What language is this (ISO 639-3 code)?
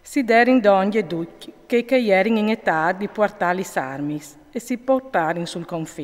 fur